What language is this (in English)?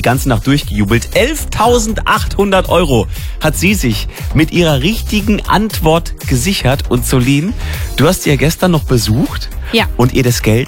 German